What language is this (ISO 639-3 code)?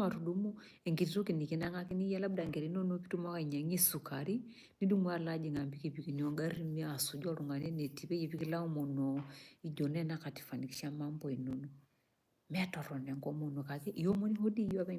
mas